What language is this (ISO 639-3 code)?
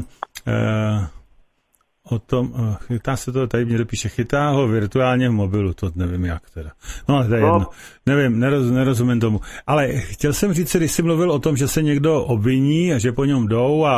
ces